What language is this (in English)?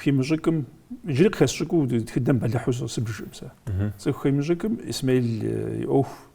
Kabardian